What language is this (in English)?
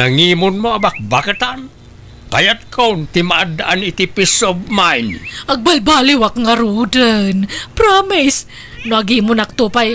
Iloko